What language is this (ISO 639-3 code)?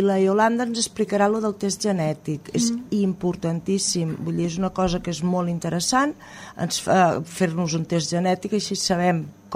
cat